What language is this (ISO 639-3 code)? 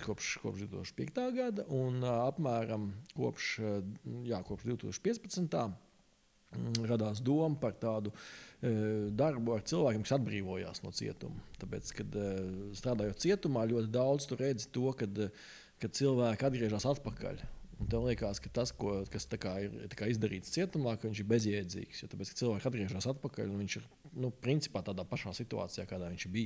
lav